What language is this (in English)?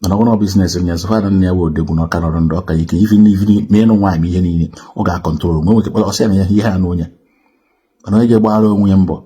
Igbo